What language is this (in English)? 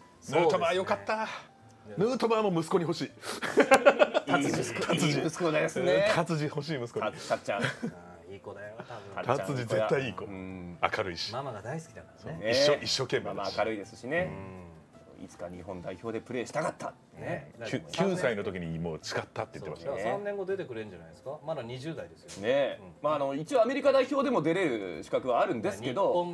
Japanese